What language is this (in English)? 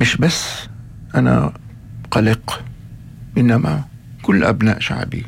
North Levantine Arabic